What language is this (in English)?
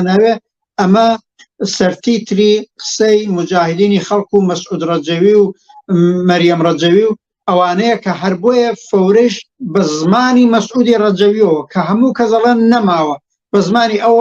Central Kurdish